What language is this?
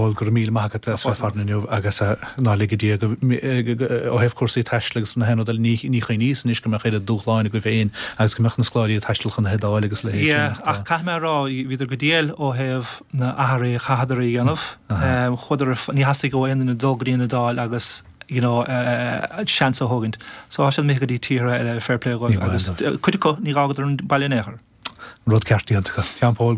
Irish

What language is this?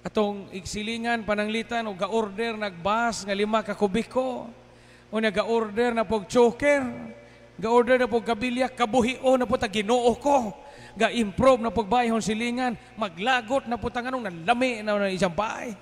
Cebuano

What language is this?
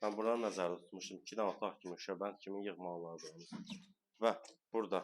Azerbaijani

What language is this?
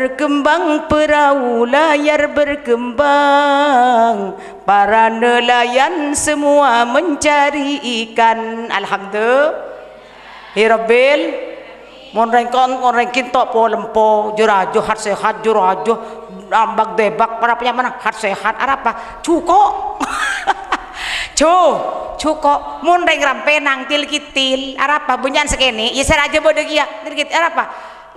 Madurese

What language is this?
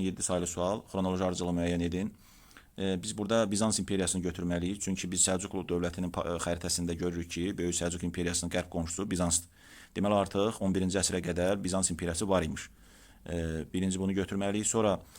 Azerbaijani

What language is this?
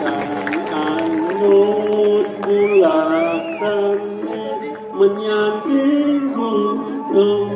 Balinese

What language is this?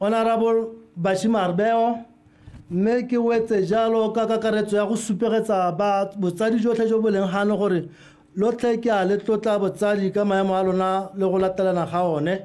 Tswana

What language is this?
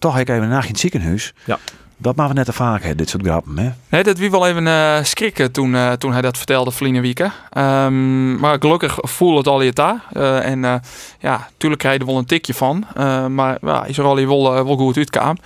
Western Frisian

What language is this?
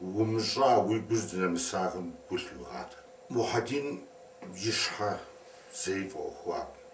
Kabardian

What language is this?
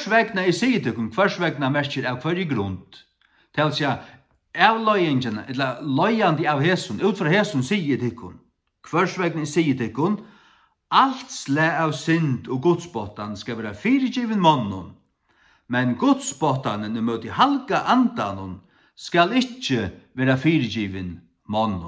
Faroese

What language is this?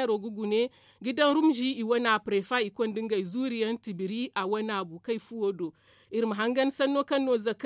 Zarma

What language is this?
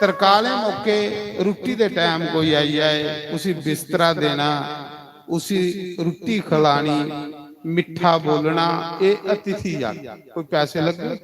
Dogri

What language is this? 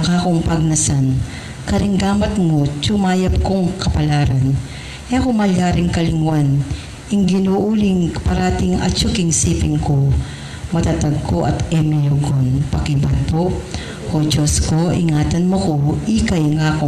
Pampanga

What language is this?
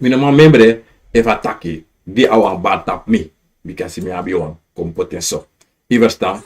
Sranan Tongo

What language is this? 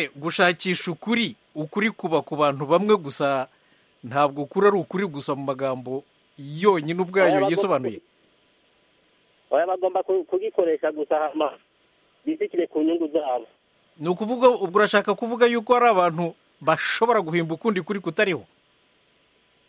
Kinyarwanda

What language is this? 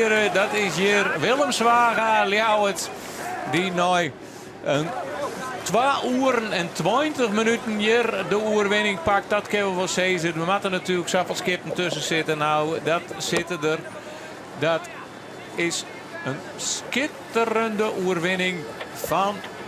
Western Frisian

